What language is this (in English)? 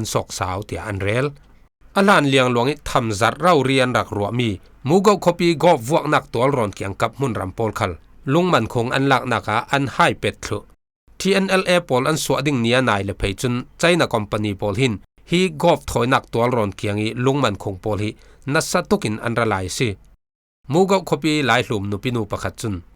Falam Chin